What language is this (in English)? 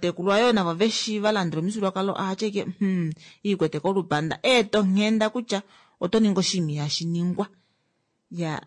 Kuanyama